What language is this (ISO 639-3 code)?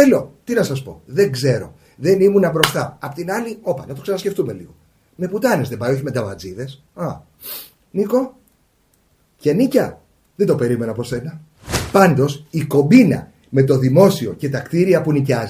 ell